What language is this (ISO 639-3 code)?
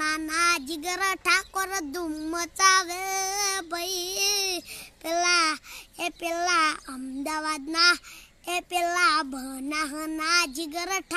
guj